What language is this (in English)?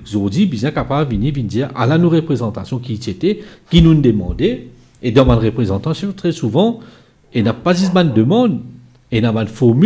Morisyen